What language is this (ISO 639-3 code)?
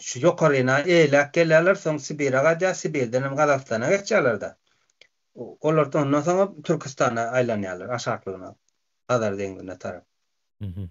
tuk